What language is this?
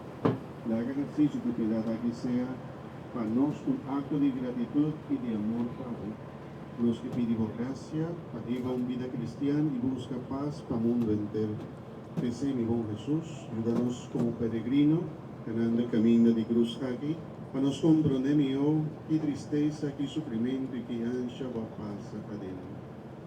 Papiamento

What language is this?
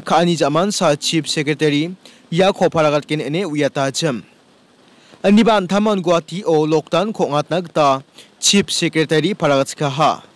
Garo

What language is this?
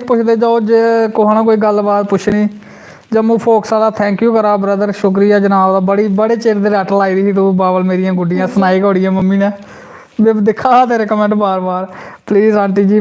Dogri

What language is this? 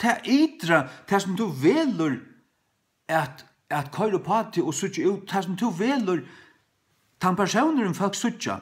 Faroese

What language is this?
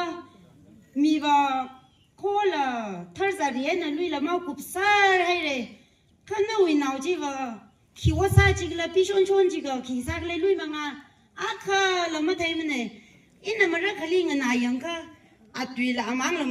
Tangkhul Naga (India)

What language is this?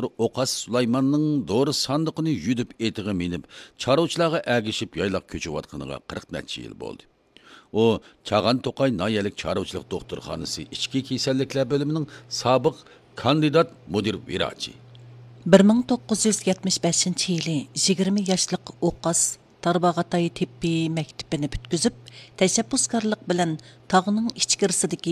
Uyghur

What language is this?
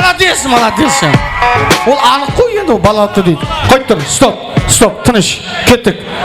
Kara-Kalpak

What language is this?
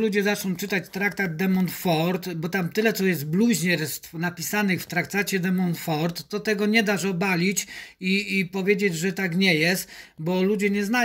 Polish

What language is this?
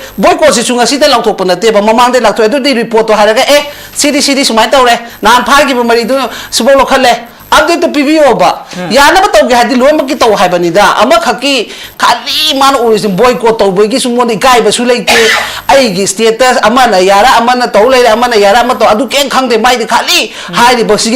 Manipuri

